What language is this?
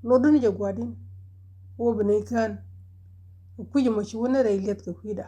Nuer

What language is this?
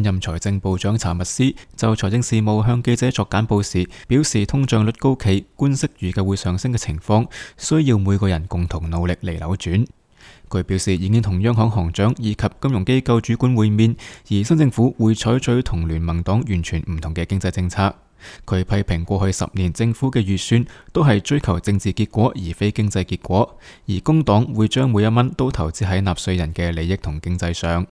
Cantonese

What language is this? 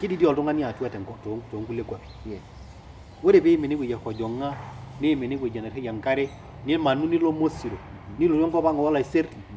Masai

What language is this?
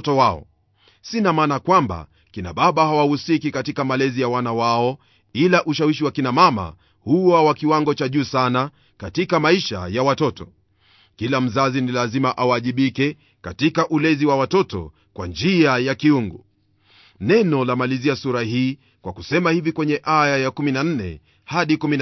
Swahili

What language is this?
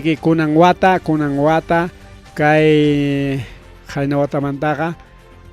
Ayacucho Quechua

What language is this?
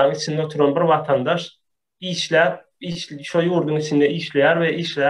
Turkmen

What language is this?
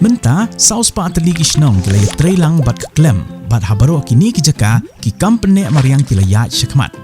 Khasi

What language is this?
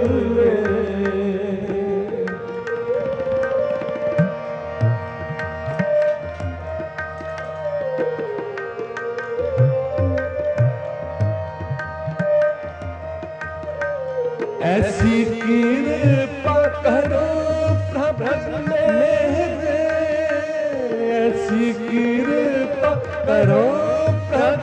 Hindi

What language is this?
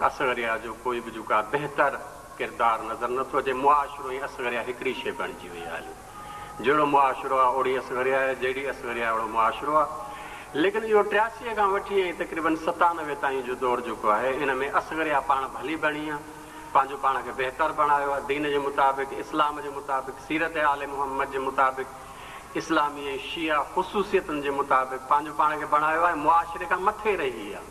Sindhi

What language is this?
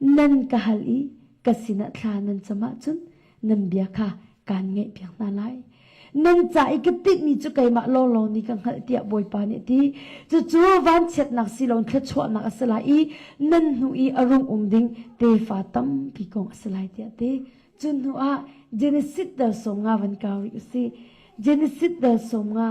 Hakha Chin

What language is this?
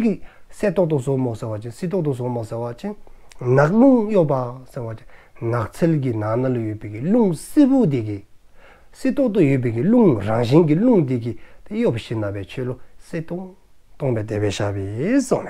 Dzongkha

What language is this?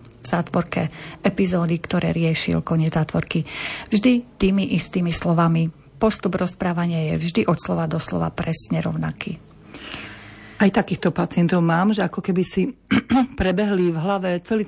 Slovak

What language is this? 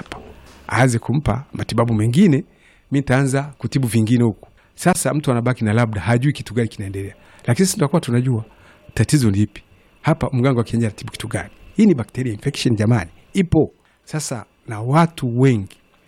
Swahili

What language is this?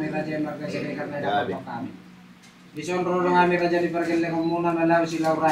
Batak Toba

